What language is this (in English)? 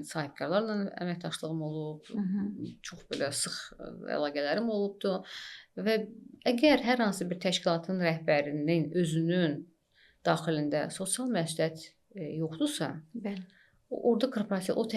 Azerbaijani